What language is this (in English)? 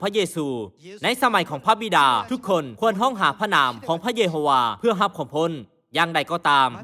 Lao